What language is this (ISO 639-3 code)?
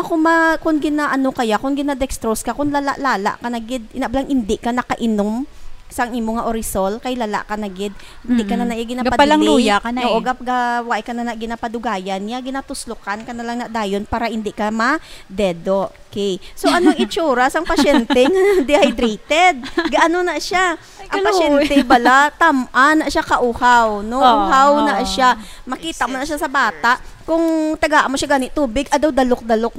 hil